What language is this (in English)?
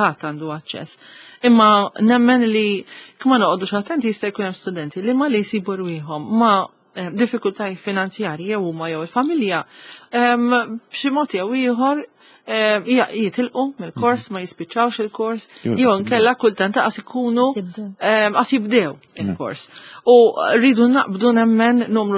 Maltese